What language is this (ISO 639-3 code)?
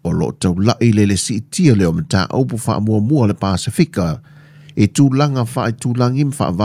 smo